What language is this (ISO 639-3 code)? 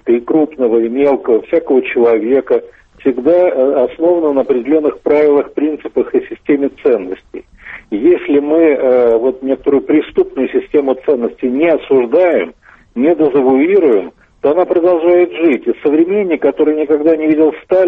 rus